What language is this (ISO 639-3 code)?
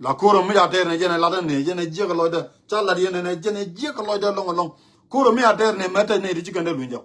nus